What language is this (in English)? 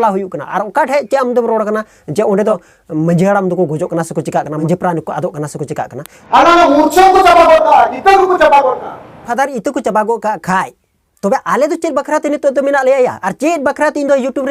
Santali